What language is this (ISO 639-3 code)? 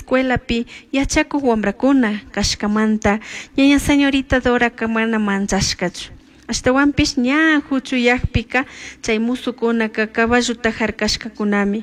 qug